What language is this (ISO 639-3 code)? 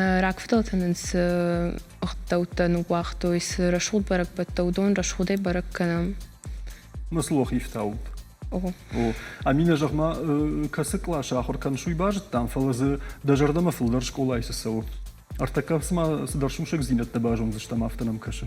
oss